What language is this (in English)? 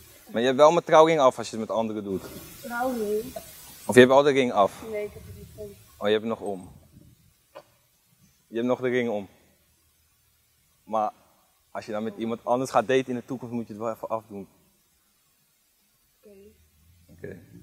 Dutch